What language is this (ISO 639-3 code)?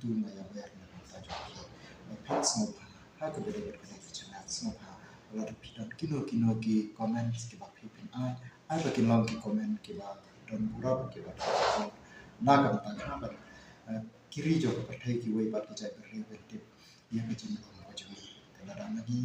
kha